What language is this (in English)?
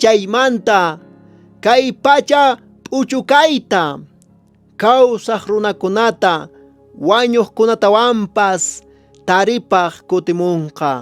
Quechua